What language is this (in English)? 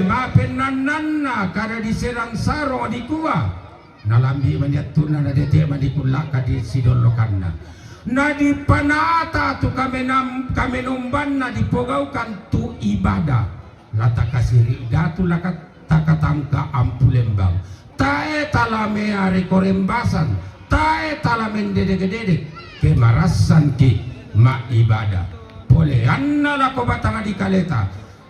Toraja-Sa'dan